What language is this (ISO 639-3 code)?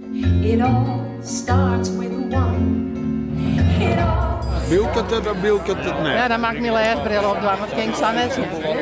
fry